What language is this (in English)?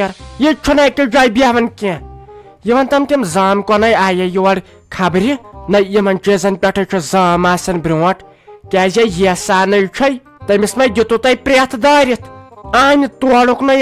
Kashmiri